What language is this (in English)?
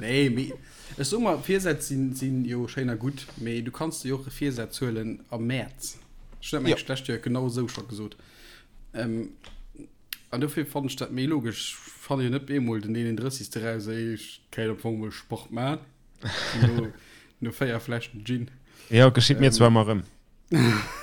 Luxembourgish